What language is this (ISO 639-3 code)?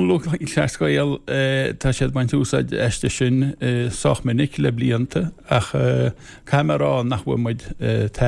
gle